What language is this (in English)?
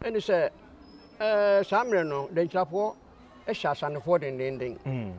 Akan